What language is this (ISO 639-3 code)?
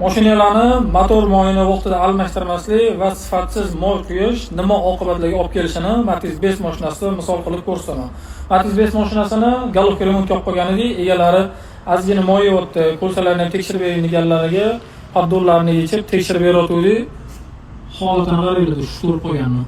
uzb